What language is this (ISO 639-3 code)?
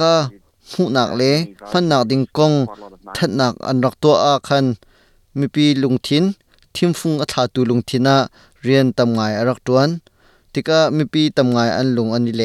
cnh